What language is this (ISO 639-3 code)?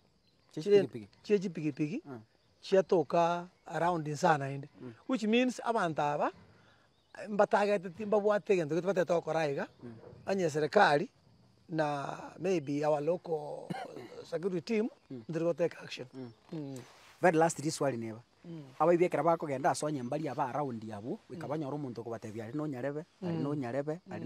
guz